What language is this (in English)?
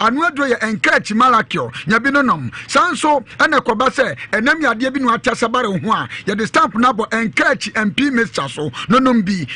Akan